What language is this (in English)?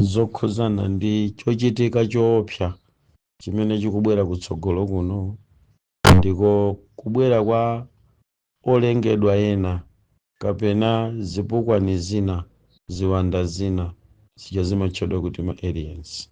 Nyanja